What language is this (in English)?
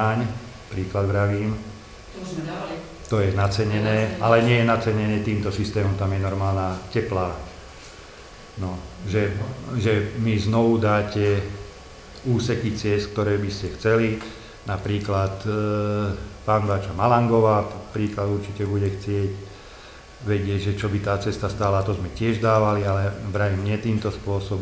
Slovak